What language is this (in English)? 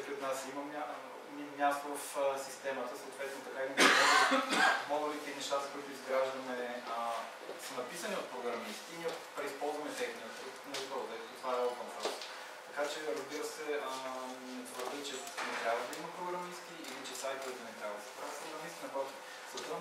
Bulgarian